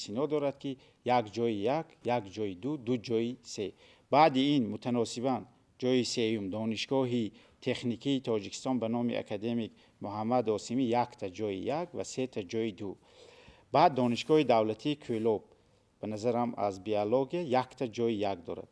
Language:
Tajik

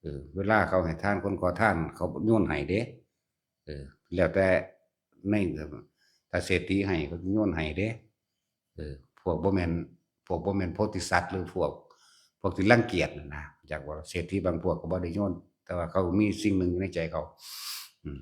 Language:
Northeastern Thai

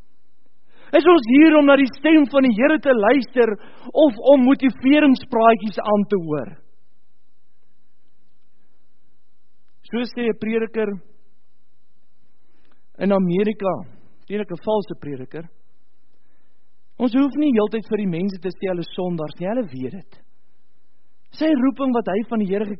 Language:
Afrikaans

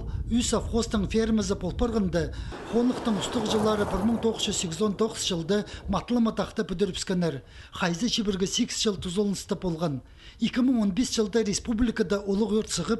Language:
Khakas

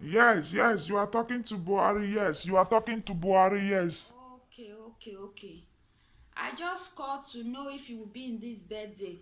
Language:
Nigerian Pidgin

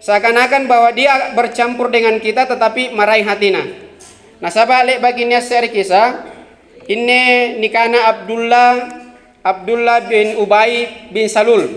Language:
Makasar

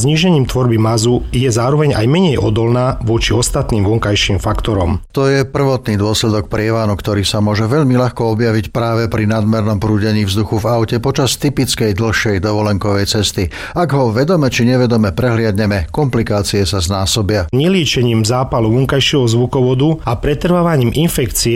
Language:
Slovak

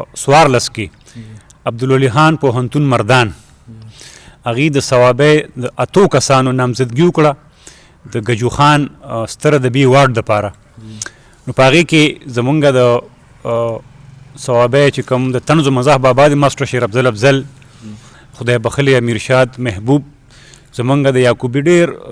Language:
Pashto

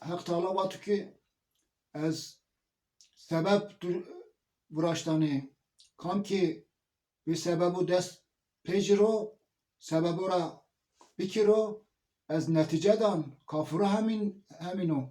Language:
Zaza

